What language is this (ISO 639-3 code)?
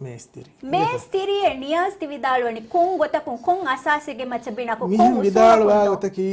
div